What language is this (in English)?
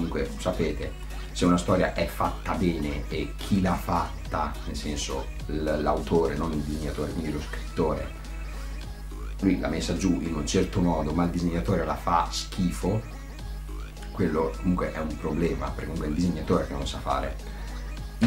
Italian